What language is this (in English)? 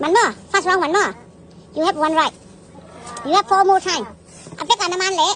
Tedim Chin